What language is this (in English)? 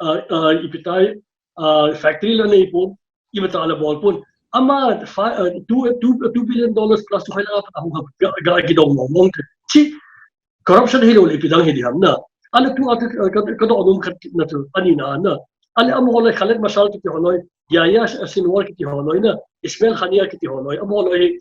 Paite Chin